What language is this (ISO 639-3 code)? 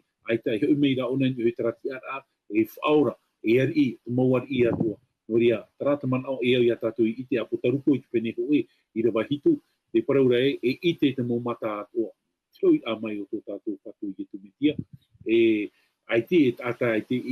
tah